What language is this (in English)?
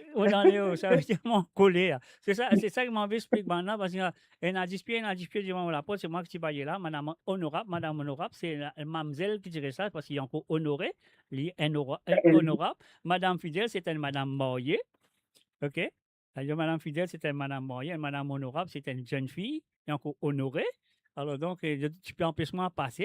Morisyen